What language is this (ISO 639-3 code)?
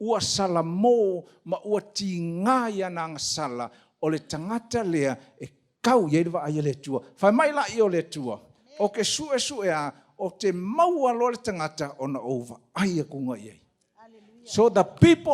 smo